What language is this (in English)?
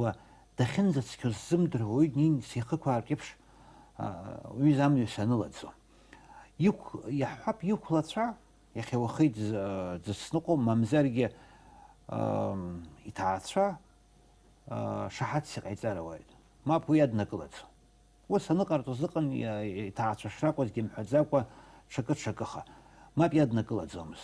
Abkhazian